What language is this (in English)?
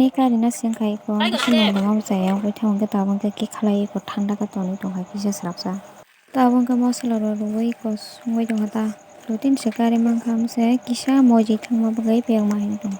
Kok Borok